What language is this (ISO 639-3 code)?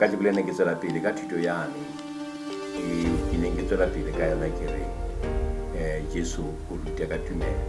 sot